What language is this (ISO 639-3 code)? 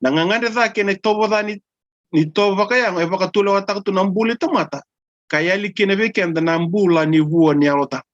fij